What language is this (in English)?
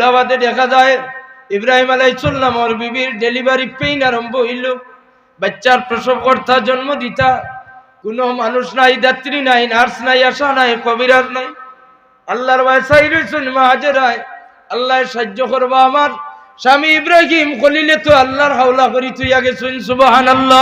Sylheti